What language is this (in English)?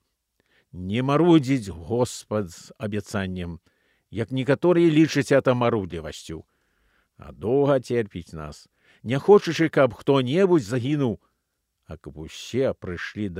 Belarusian